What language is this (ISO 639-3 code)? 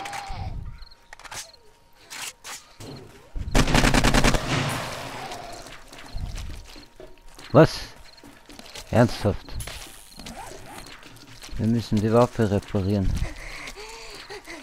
deu